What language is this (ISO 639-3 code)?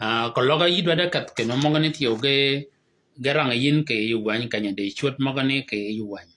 shk